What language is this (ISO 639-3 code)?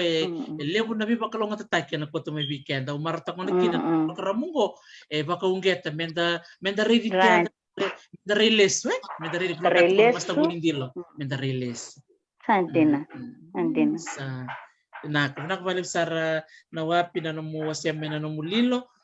fij